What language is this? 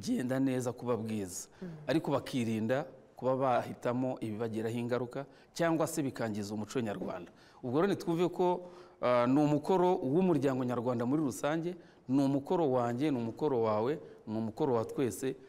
Kinyarwanda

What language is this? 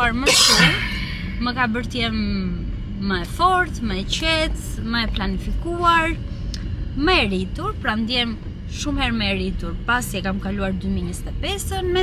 Albanian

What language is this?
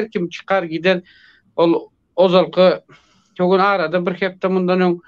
Turkmen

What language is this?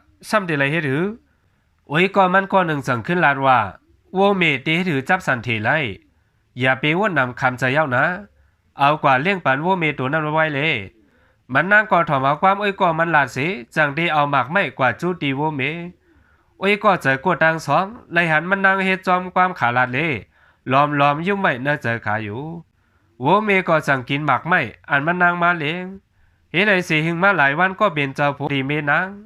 Shan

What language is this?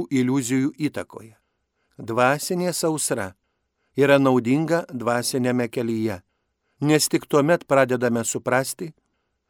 Lithuanian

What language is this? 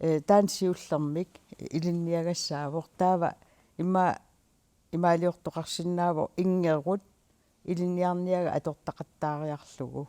Kalaallisut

